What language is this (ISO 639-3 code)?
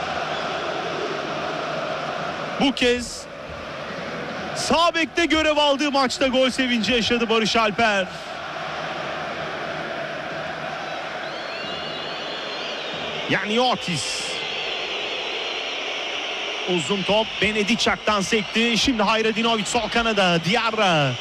tur